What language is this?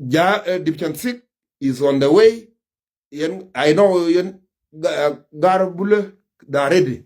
Nuer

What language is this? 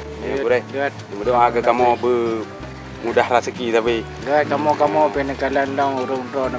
Achinese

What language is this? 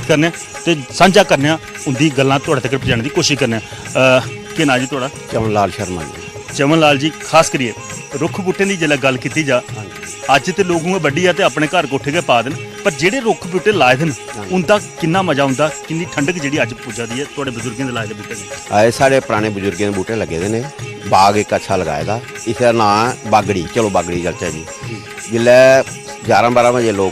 Dogri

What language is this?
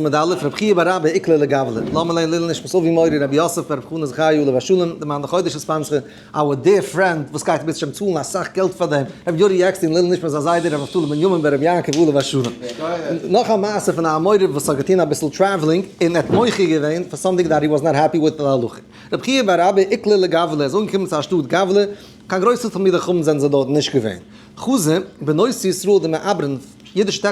Yiddish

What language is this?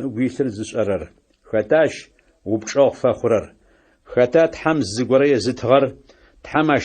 Adyghe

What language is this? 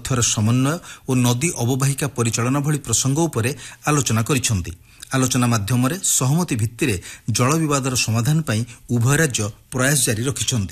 Odia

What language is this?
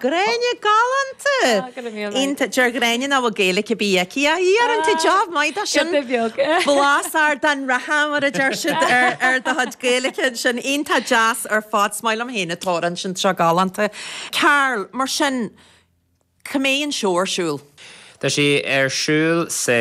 Irish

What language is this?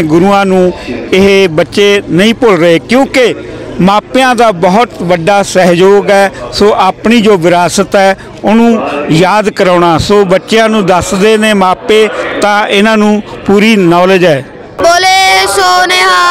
Punjabi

